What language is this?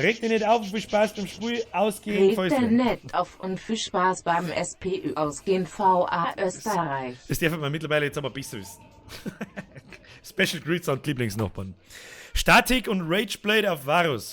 Bavarian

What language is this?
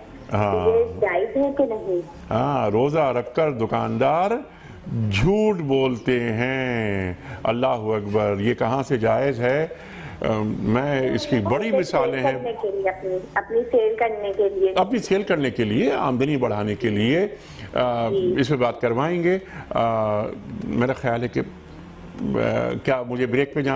Urdu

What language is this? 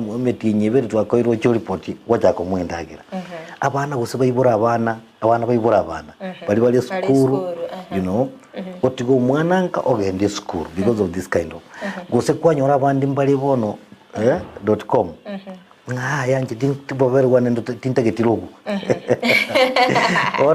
Gusii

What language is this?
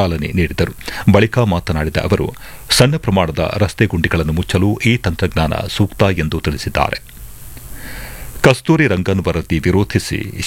Kannada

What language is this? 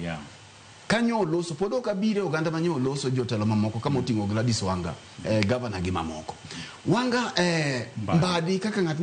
Luo (Kenya and Tanzania)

